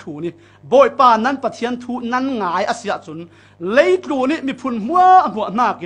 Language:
Falam Chin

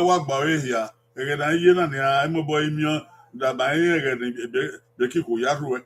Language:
Bini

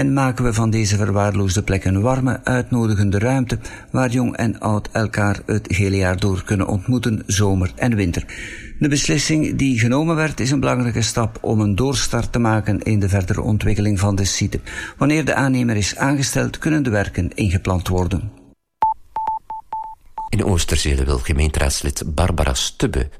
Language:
Dutch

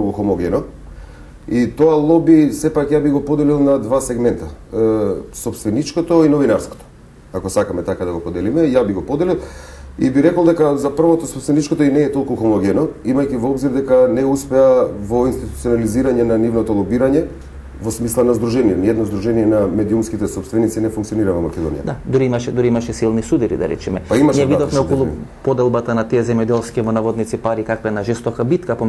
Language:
Macedonian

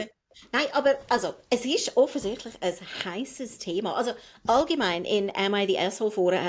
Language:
Swiss German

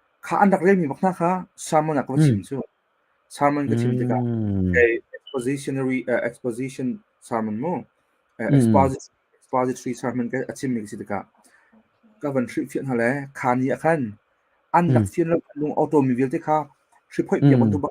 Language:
Hakha Chin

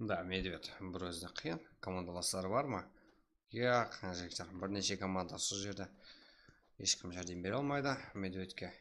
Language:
Kara-Kalpak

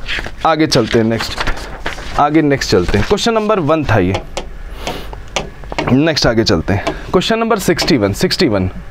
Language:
Hindi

